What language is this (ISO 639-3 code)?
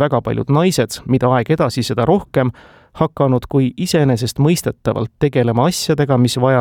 est